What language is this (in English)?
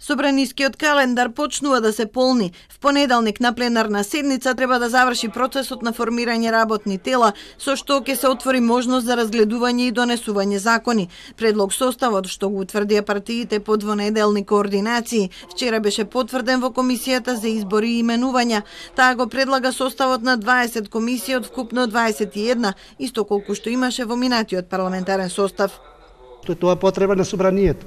Macedonian